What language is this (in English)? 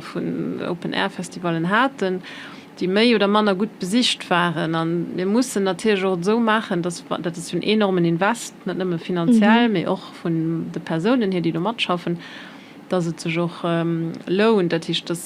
Luxembourgish